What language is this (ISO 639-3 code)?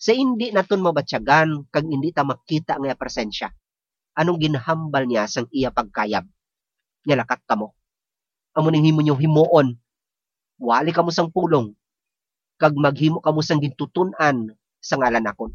hil